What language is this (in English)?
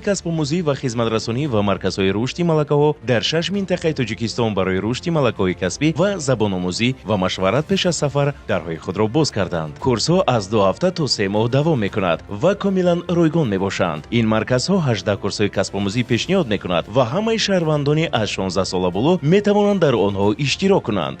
Tajik